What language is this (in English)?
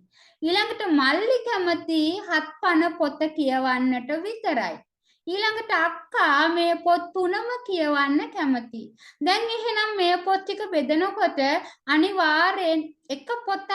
Sinhala